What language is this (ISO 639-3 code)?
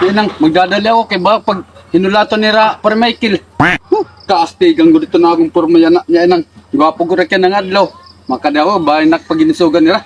war